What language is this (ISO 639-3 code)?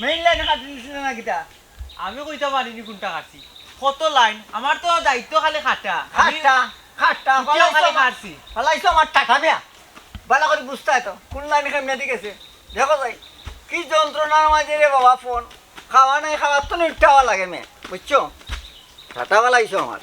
syl